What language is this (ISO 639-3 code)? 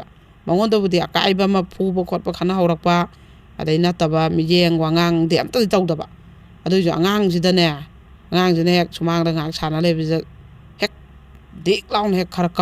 mni